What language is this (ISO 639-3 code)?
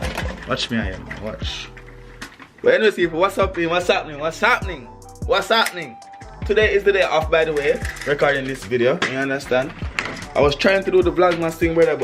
jam